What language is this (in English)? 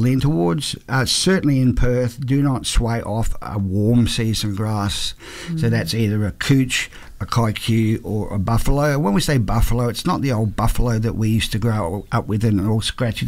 English